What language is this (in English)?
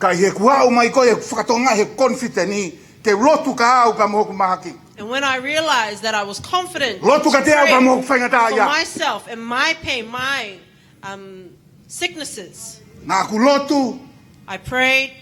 Tongan